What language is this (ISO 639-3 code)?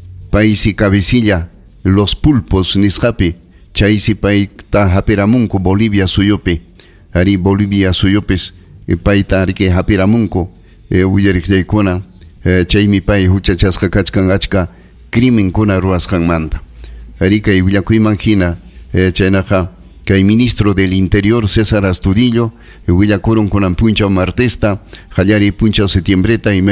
quy